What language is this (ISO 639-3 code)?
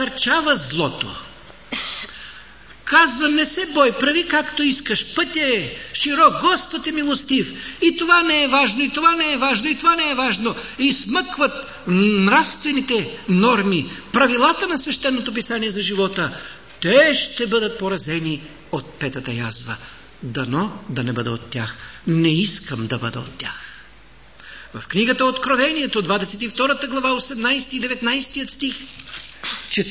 bul